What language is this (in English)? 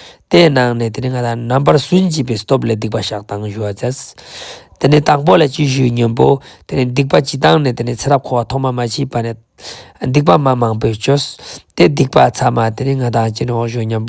Ladakhi